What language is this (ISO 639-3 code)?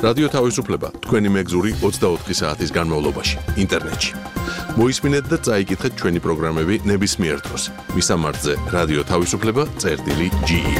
kat